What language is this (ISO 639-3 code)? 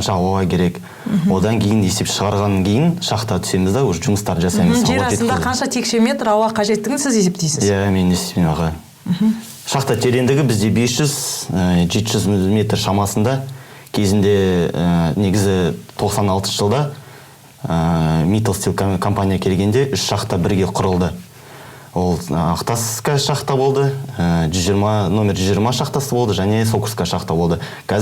kaz